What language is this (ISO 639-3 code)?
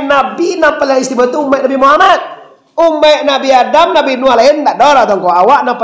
min